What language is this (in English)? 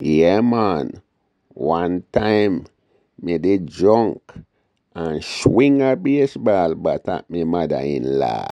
Jamaican Creole English